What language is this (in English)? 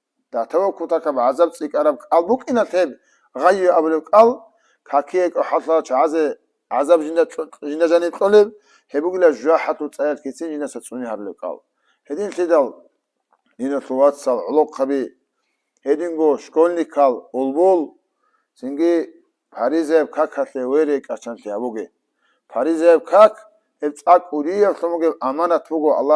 Avaric